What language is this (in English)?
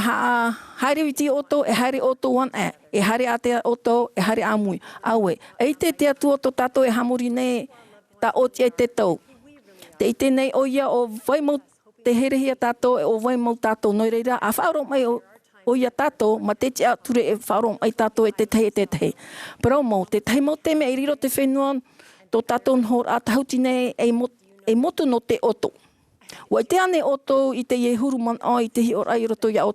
Tahitian